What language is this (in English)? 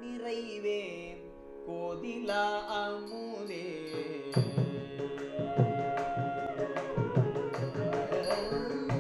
Tamil